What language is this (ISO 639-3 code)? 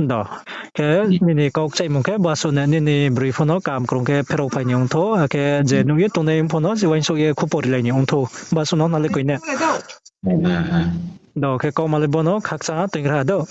ria